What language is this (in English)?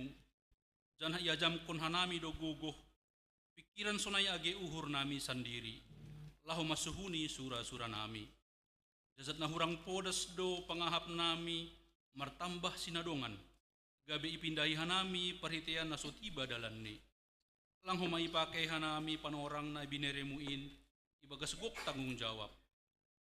Batak Simalungun